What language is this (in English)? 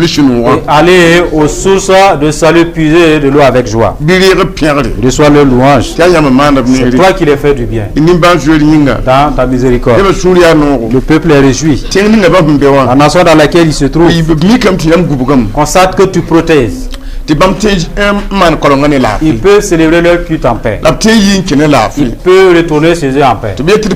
Mossi